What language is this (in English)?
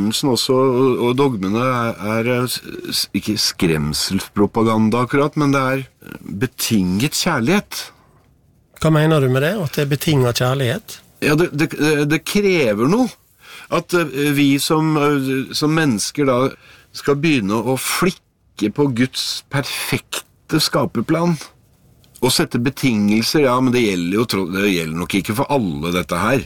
Norwegian